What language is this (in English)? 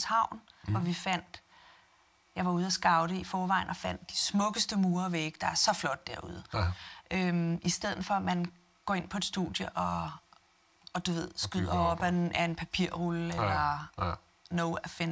Danish